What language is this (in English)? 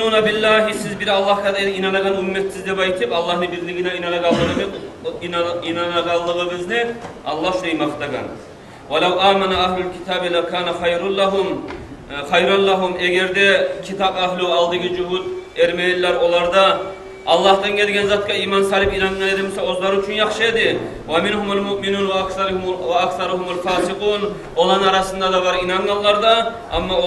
Kumyk